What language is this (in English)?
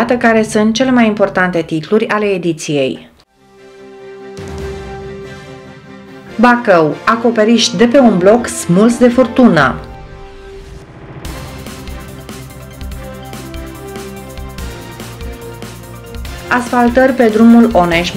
Romanian